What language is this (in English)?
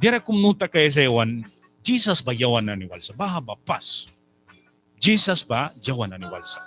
Mískito